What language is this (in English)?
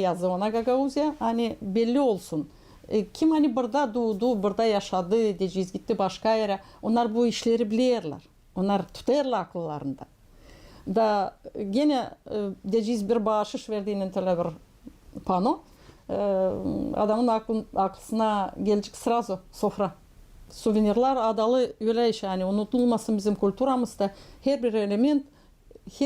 Gagauz